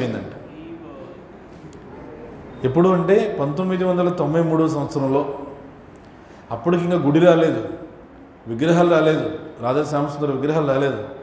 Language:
Telugu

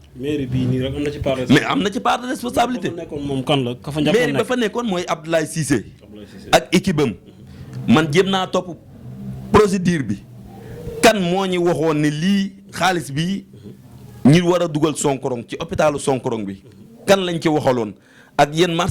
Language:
Wolof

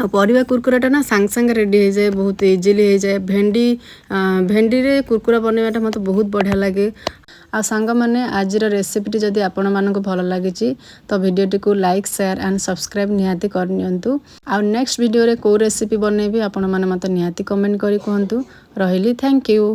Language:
Odia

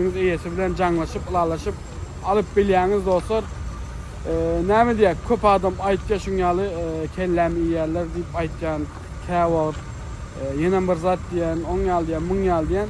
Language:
Turkmen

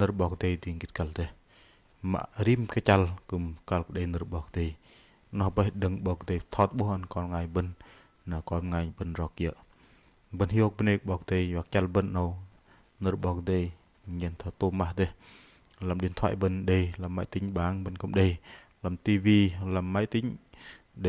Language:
Bahnar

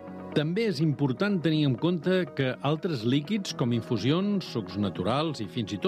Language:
Catalan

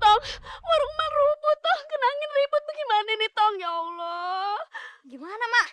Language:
Betawi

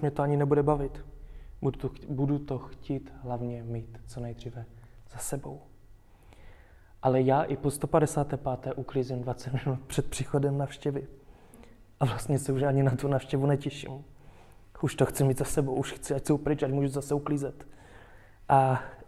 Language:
Czech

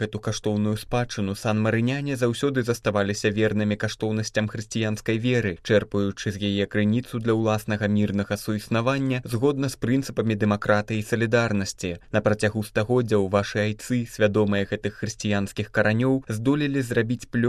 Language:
Belarusian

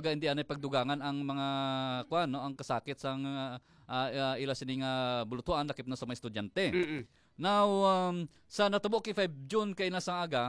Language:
Hiligaynon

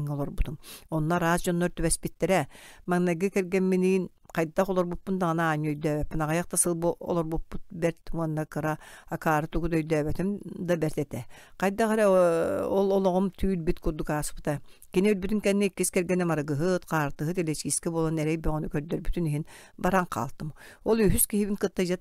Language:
Yakut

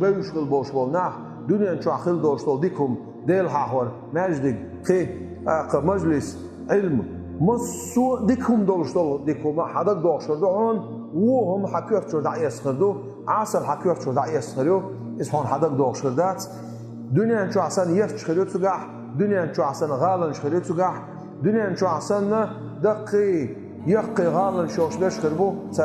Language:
Chechen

